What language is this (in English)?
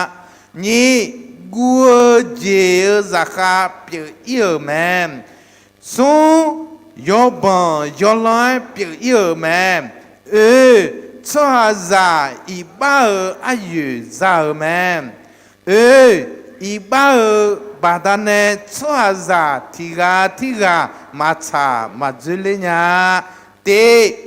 Akha